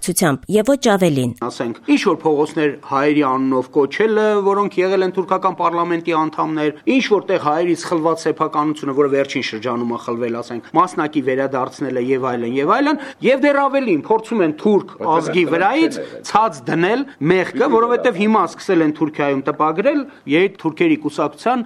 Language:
Armenian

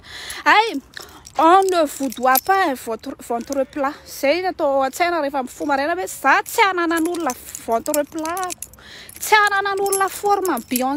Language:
Malagasy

